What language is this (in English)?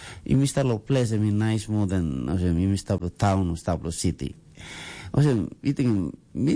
Tok Pisin